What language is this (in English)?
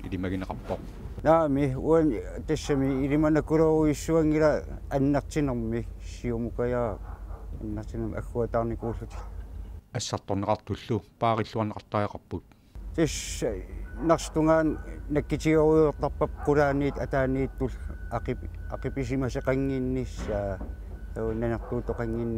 Kalaallisut